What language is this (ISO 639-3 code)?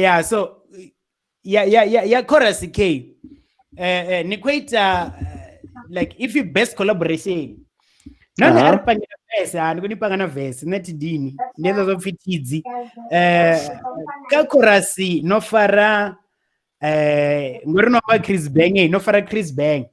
ven